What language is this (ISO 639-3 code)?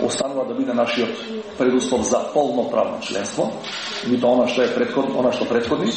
mkd